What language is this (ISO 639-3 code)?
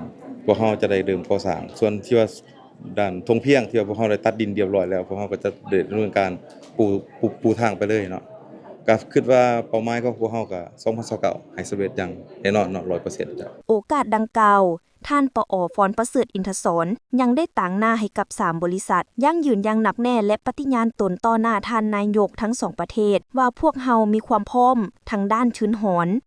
lao